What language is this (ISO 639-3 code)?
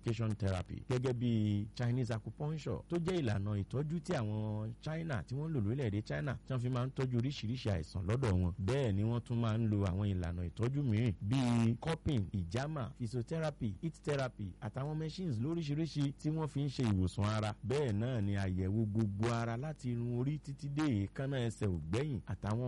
yor